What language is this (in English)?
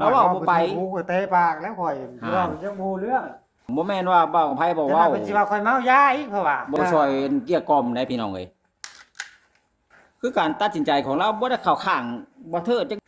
Lao